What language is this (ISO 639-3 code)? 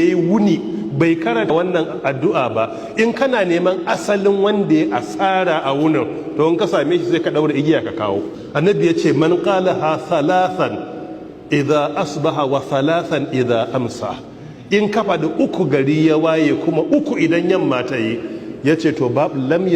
hau